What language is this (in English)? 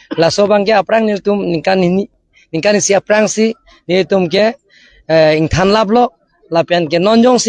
Karbi